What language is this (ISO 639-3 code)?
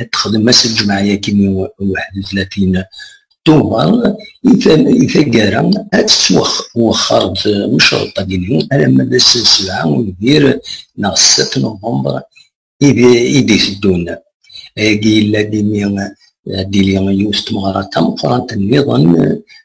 kab